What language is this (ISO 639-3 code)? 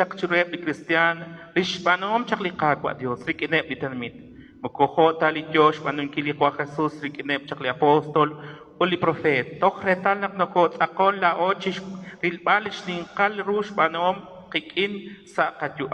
kek